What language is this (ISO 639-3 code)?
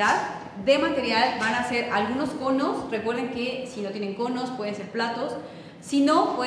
spa